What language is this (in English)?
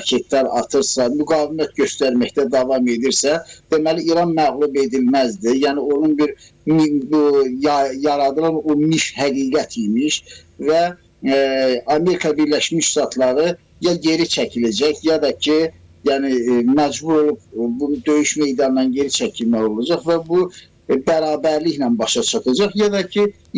Azerbaijani